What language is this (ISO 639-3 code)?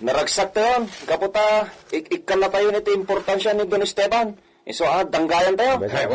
ilo